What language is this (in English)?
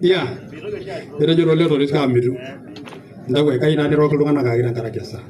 Masai